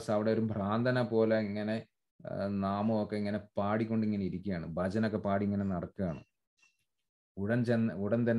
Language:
Malayalam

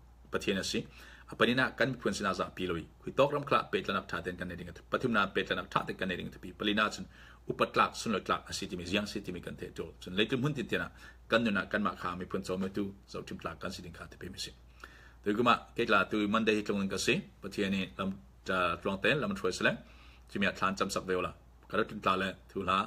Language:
Falam Chin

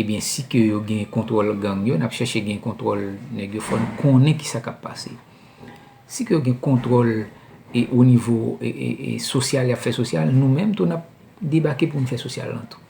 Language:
Haitian Creole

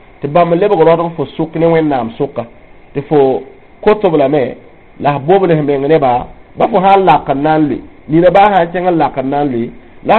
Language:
Mossi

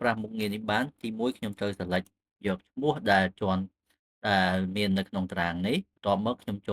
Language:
Khmer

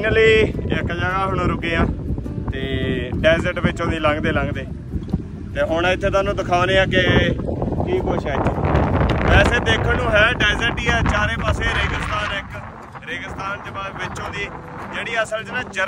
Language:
Punjabi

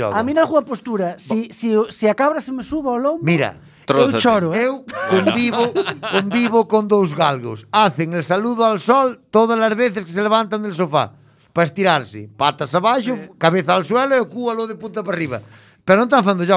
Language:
Galician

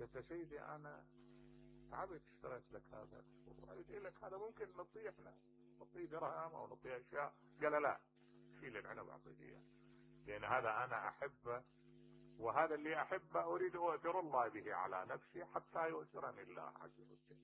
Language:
Mesopotamian Arabic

